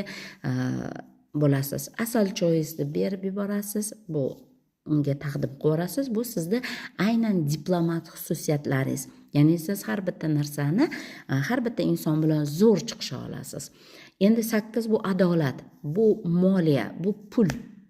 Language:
Uzbek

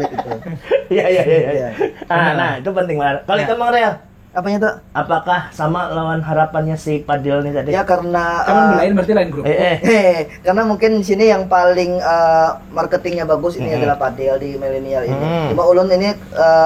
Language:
Banjar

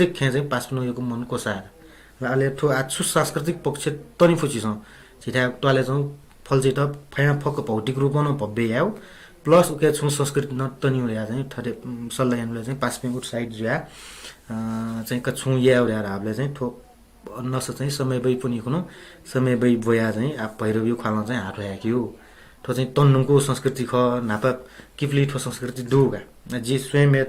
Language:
Newari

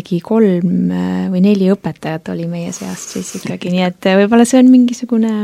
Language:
Estonian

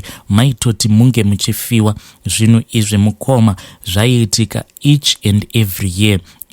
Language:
Shona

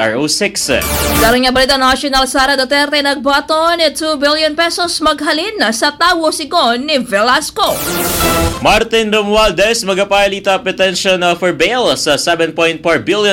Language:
Aklanon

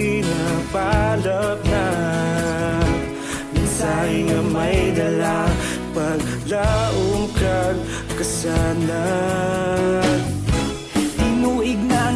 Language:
Hiligaynon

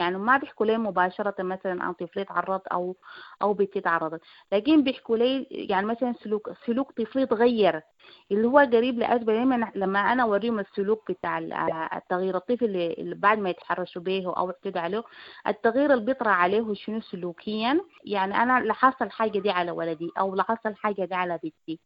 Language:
Sudanese Arabic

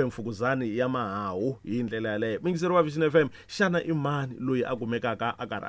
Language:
Tsonga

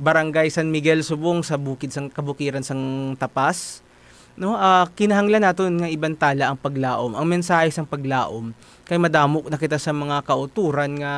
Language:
Hiligaynon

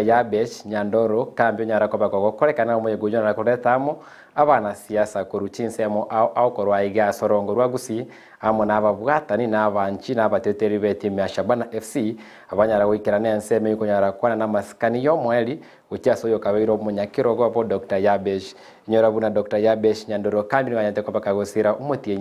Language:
Gusii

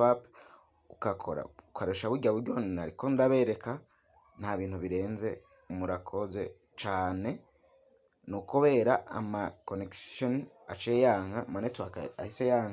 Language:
Rundi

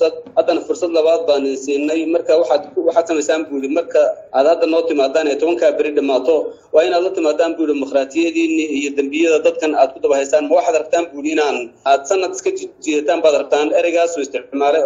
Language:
Somali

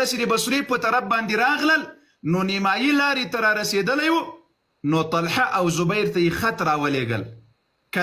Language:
Pashto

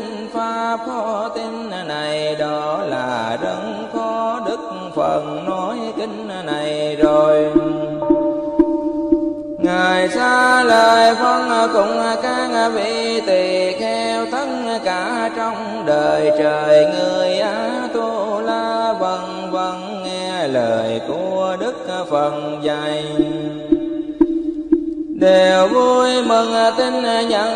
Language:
Vietnamese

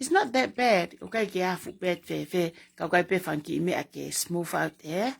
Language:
Tongan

